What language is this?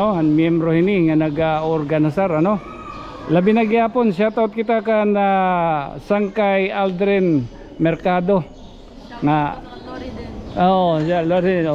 Waray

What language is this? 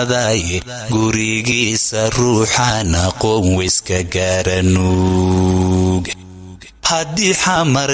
Somali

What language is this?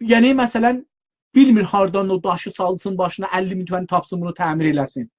South Azerbaijani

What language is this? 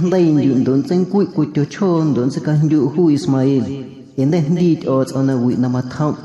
Guerrero Amuzgo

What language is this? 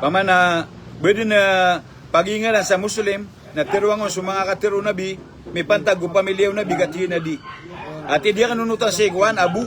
Maranao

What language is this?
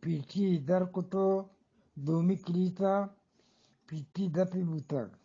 Eastern Balochi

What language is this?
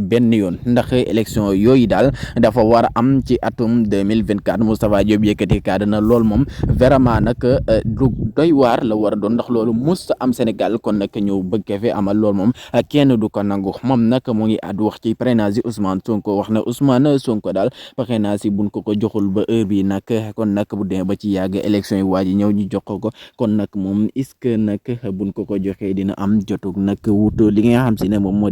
Wolof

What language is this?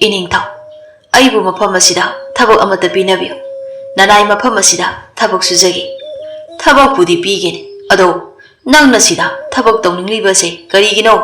Manipuri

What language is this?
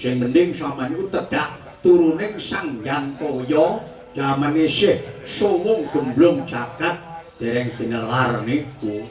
Javanese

